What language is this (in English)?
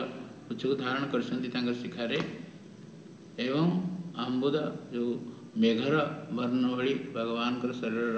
Odia